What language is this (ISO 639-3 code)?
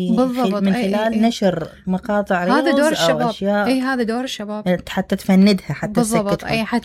acm